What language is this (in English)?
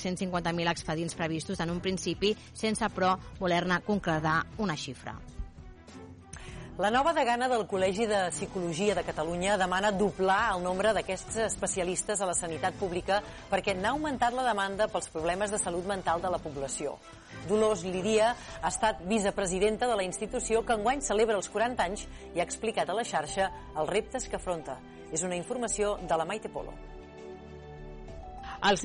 Catalan